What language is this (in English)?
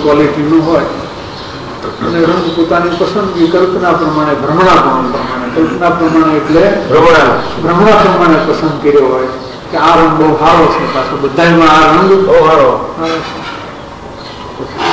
Gujarati